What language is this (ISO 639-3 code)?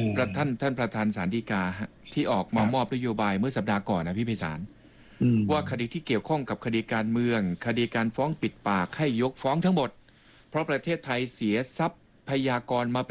tha